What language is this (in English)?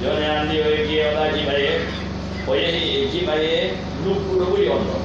Pular